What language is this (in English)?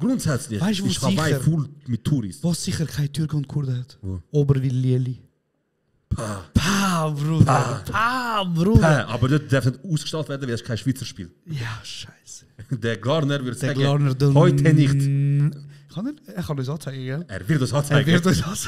Swiss German